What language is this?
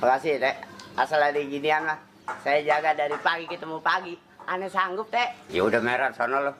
Betawi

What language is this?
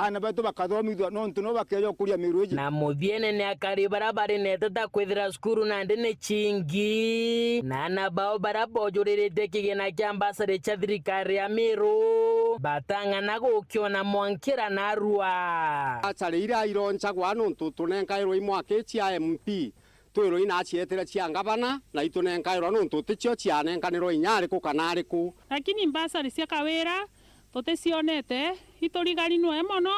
Meru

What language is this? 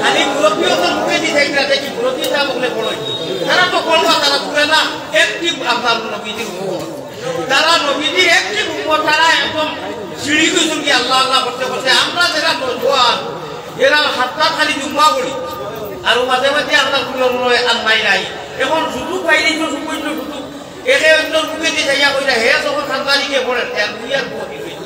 Sylheti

